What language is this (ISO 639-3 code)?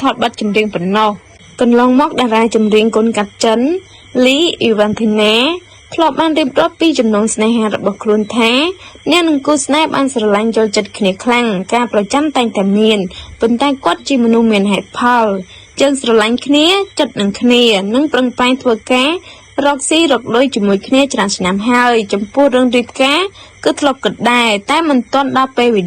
khm